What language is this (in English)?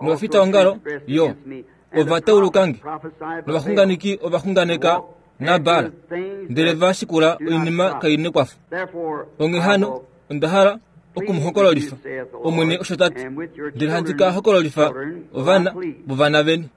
Kuanyama